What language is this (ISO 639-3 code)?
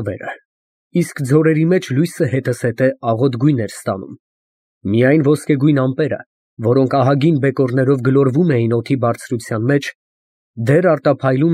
hye